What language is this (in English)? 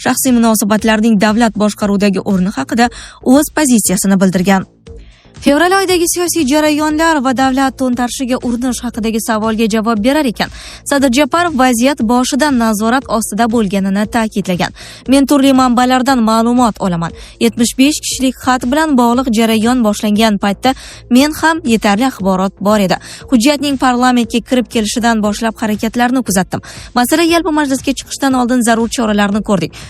Uzbek